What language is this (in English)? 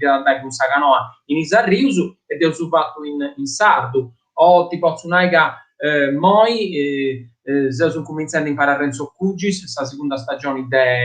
Sardinian